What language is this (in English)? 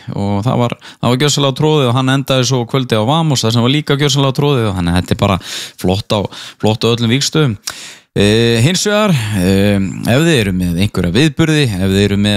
Icelandic